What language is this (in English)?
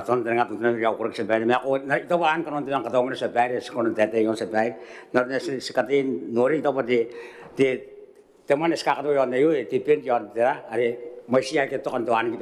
Gilbertese